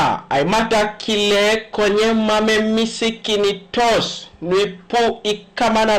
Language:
Teso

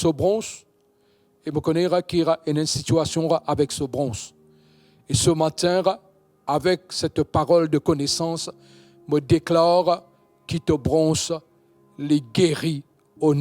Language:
Morisyen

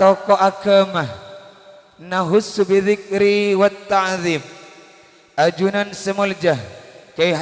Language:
Madurese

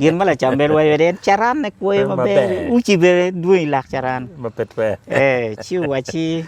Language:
Acoli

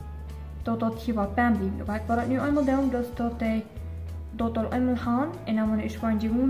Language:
Plautdietsch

